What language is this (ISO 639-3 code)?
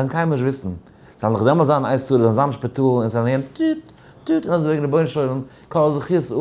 yid